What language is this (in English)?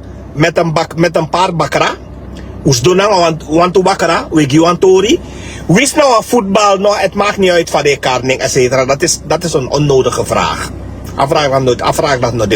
Sranan Tongo